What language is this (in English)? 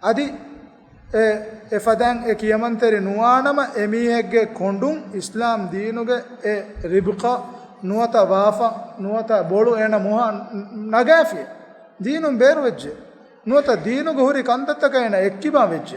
Divehi